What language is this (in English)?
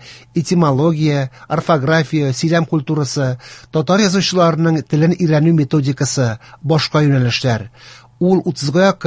Tatar